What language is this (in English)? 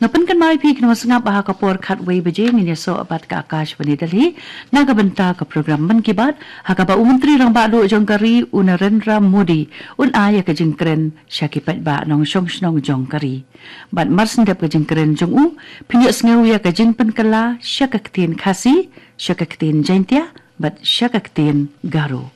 Khasi